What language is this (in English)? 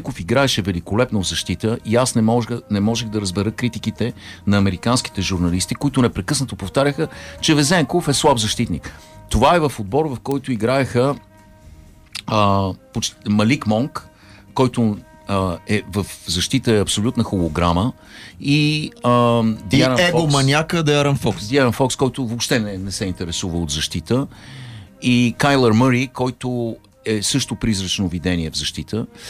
Bulgarian